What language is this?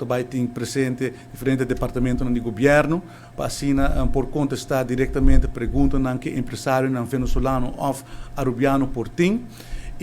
Papiamento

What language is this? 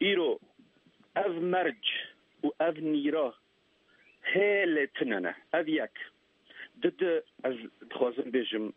Kurdish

